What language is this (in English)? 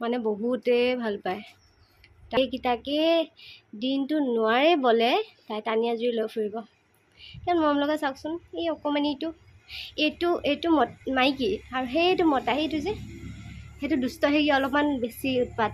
Assamese